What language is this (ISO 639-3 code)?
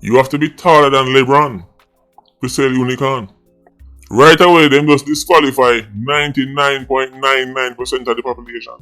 jam